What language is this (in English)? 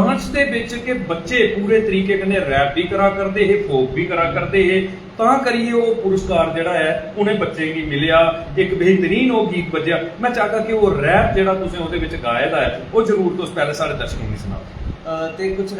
Dogri